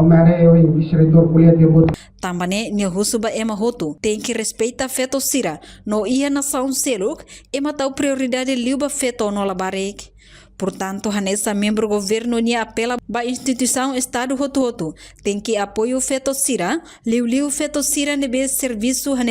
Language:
Tetum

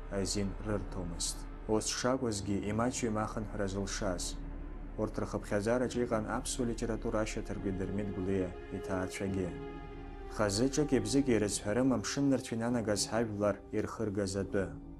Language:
Abkhazian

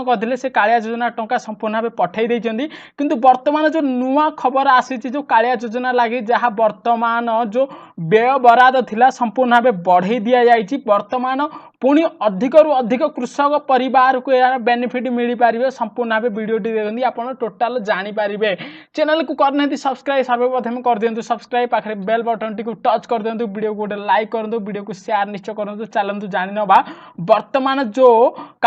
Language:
Odia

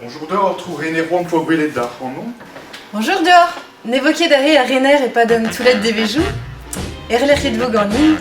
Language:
Breton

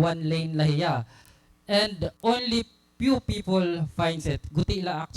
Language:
Waray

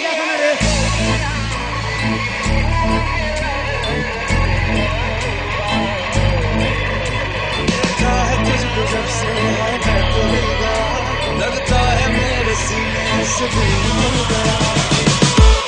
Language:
Bhojpuri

